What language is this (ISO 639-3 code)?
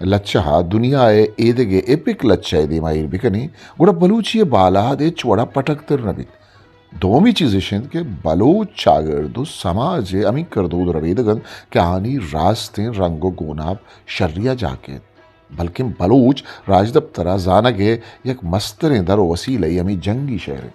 bgp